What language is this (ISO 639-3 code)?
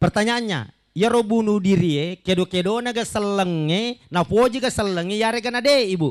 bug